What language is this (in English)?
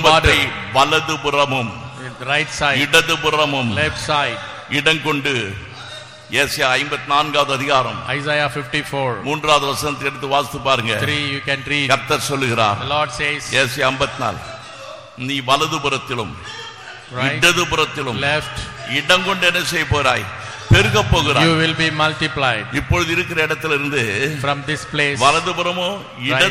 Tamil